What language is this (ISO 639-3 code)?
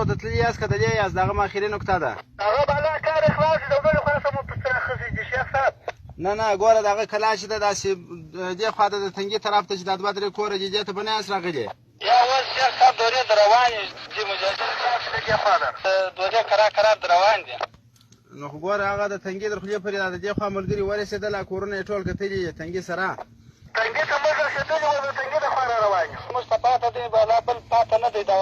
pus